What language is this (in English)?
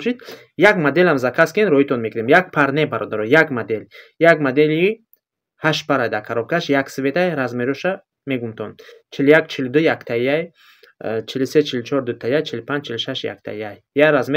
Tajik